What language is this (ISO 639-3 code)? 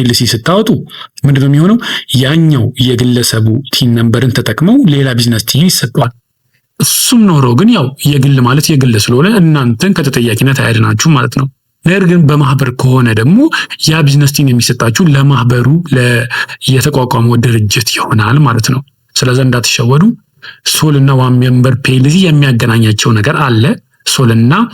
amh